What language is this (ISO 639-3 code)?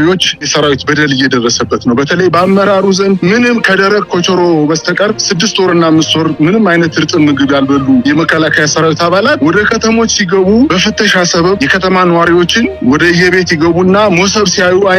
amh